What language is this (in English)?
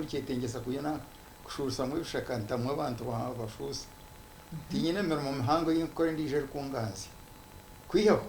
Nyankole